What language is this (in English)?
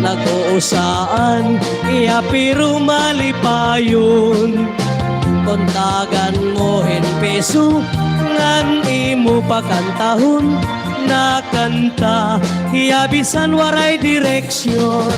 Waray